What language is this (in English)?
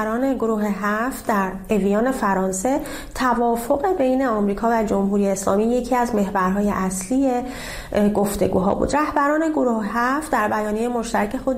Persian